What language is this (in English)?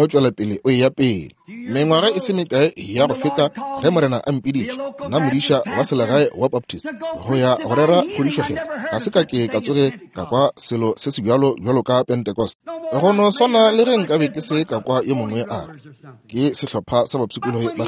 Northern Sotho